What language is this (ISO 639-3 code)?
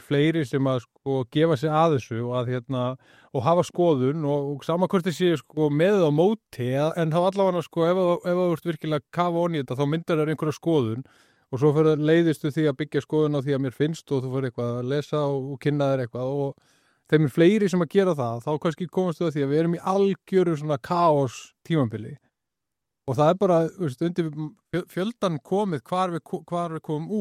isl